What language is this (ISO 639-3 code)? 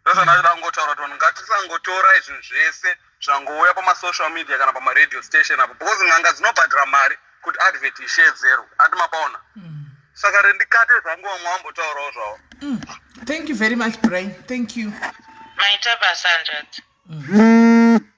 sna